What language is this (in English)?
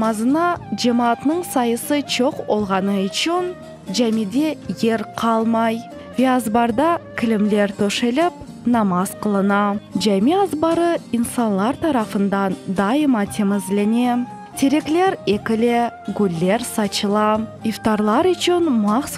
Crimean Tatar